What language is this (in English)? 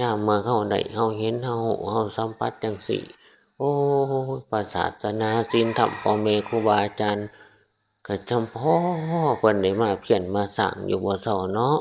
Northeastern Thai